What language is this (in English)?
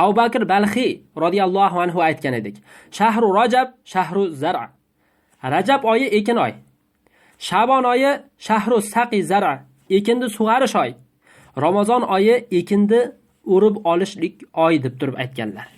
Uzbek